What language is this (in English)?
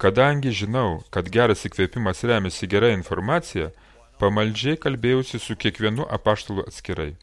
Lithuanian